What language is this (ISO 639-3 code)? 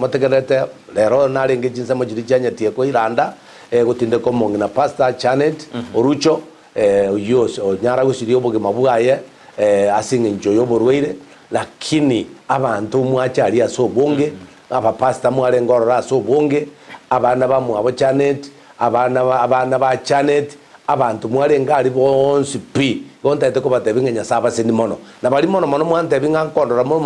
guz